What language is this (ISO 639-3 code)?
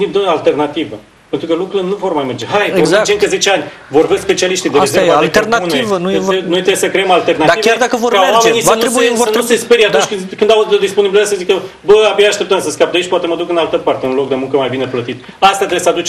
ron